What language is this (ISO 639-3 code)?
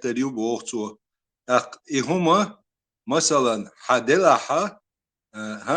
che